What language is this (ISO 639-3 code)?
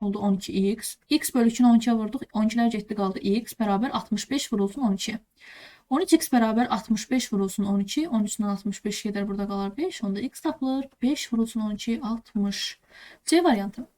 aze